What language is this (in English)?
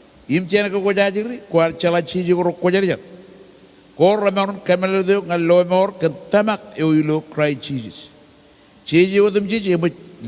Marshallese